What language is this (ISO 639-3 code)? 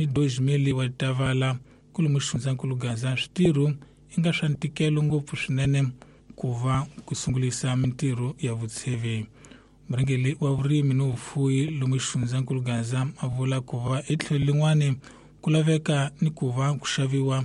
tso